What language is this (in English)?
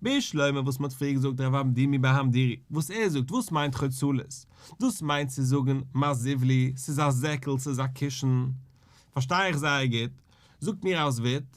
Yiddish